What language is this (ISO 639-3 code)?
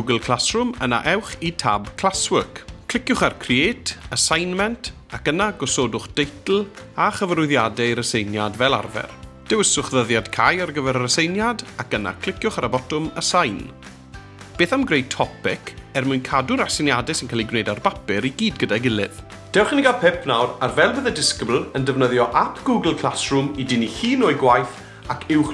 cym